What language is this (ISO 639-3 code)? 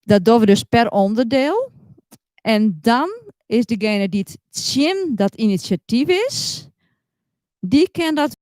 fry